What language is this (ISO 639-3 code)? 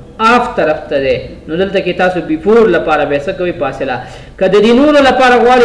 pus